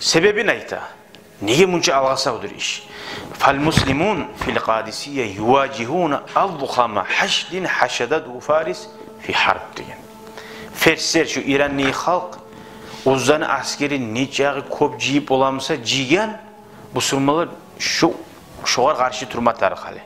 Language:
Kumyk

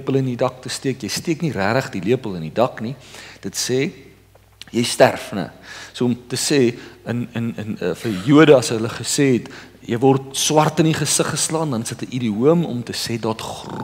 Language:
Afrikaans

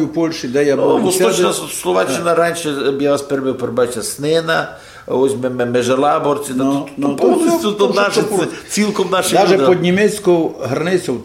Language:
Rusyn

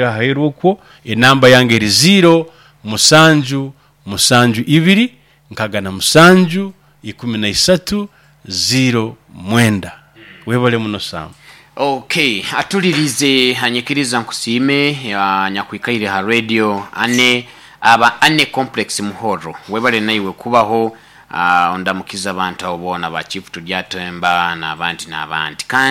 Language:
Nyoro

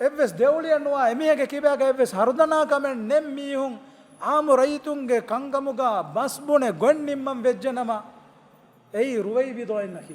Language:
Divehi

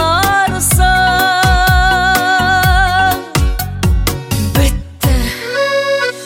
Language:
Kazakh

